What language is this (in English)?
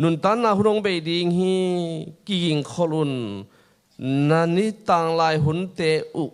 Tedim Chin